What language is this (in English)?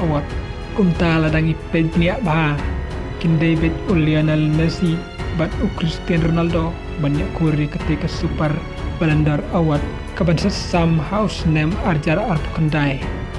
Khasi